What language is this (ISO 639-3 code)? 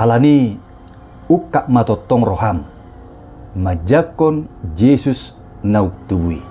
bbc